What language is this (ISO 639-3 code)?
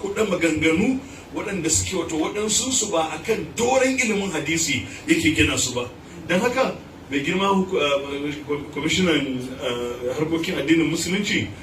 hau